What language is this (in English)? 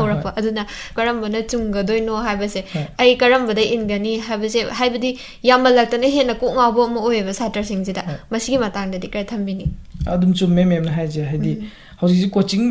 Manipuri